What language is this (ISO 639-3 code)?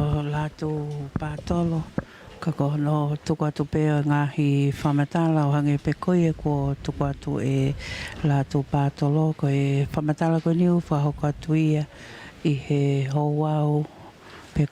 ton